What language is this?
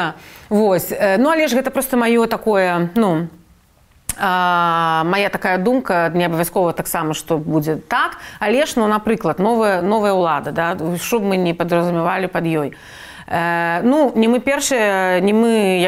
Belarusian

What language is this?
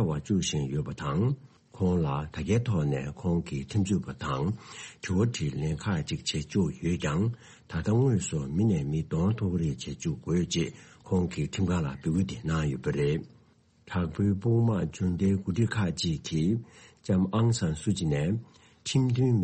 Tibetan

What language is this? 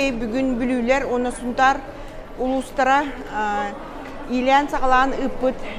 Yakut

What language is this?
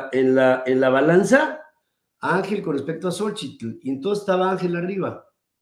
Spanish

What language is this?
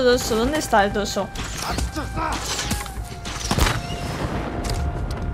Spanish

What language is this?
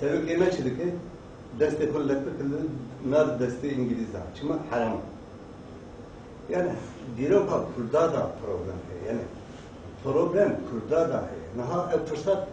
Kurdish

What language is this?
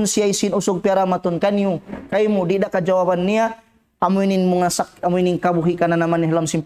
Tausug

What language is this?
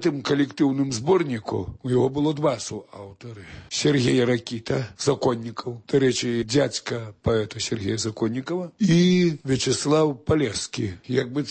Belarusian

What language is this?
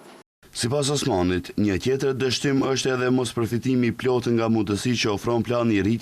Albanian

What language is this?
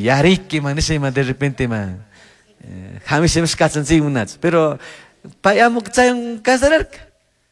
Chimborazo Highland Quichua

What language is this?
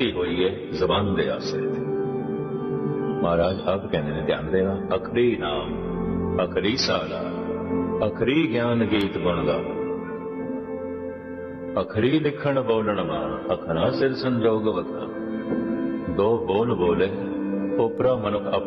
Punjabi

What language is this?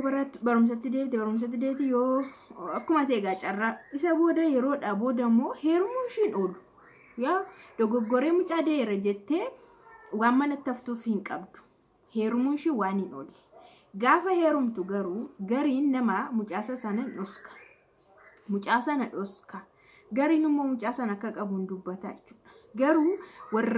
Oromo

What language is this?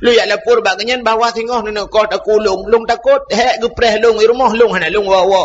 Achinese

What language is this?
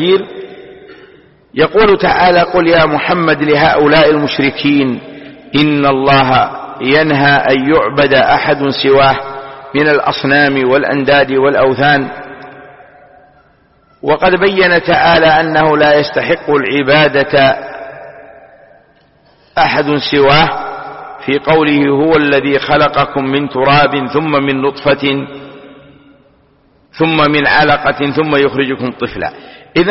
Arabic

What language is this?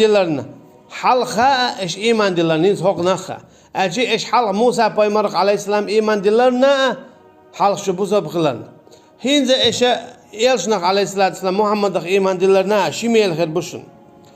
Chechen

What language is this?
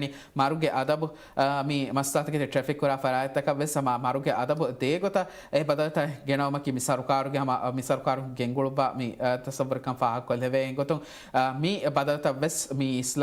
Divehi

